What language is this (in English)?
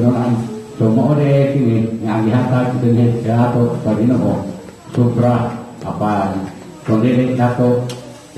Cebuano